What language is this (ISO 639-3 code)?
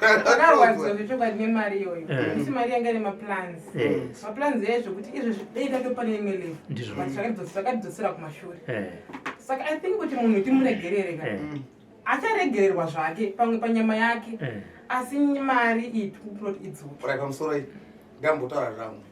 sna